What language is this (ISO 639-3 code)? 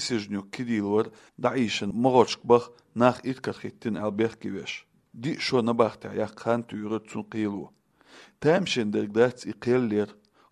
che